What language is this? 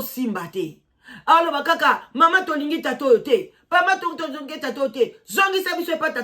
Lingala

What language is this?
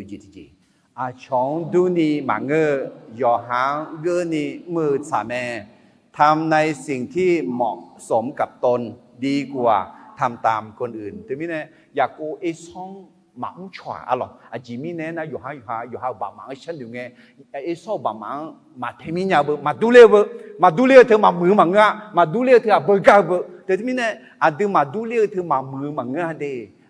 Akha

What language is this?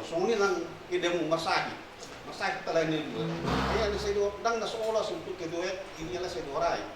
Batak Toba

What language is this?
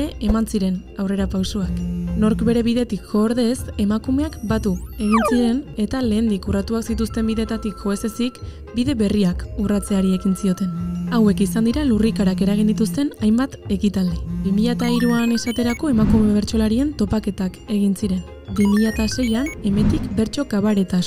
Basque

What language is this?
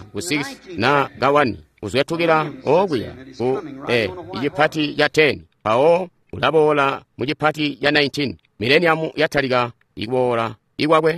Tonga (Zambia)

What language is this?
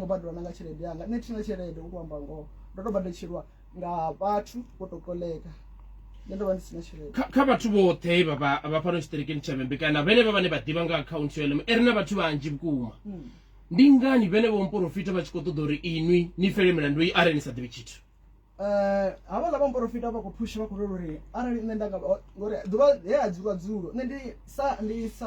Venda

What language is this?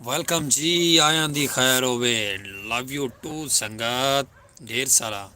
Saraiki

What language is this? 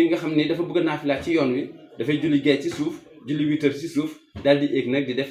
Wolof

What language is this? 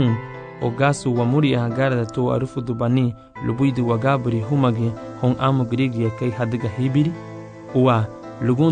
Garifuna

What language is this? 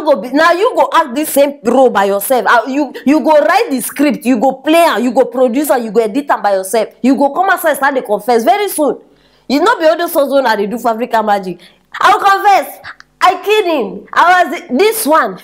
Nigerian Pidgin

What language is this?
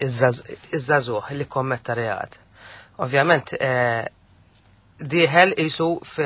Maltese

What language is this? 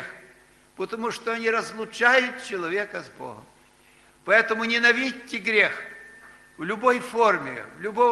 Russian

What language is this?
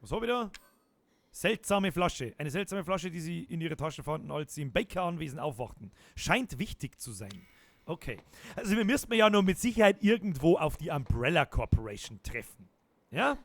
Bavarian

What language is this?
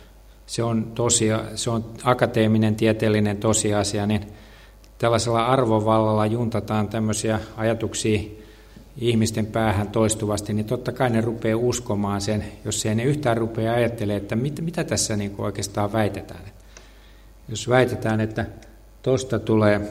Finnish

